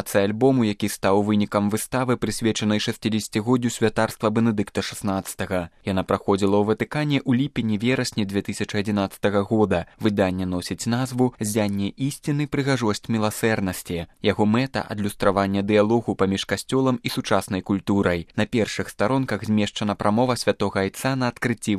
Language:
Belarusian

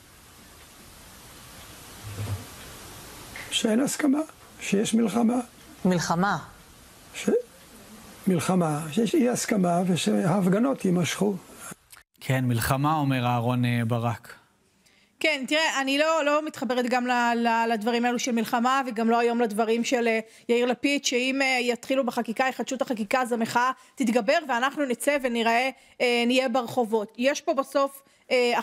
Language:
Hebrew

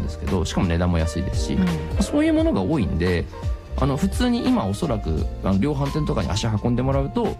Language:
Japanese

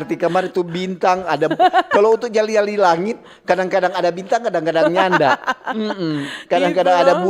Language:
Manado Malay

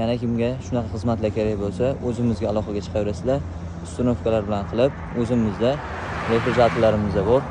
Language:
Uzbek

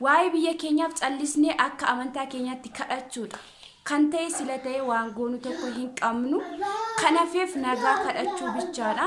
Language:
Oromo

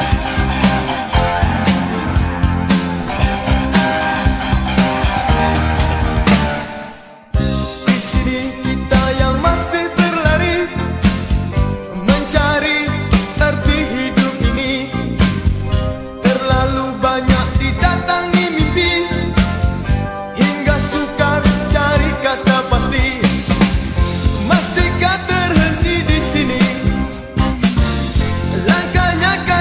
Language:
Malay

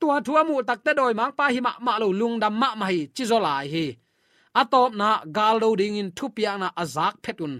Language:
Tedim Chin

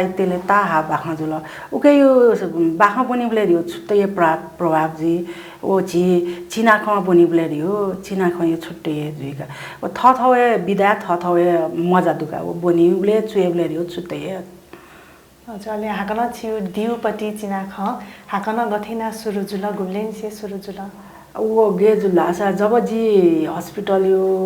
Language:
Newari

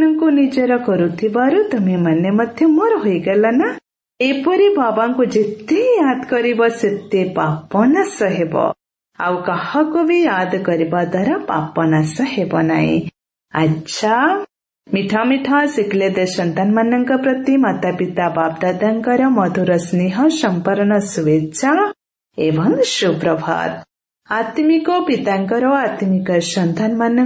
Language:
Odia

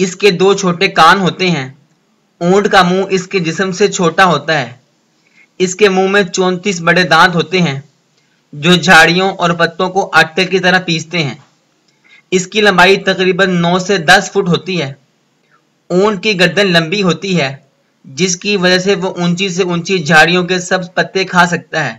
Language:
Urdu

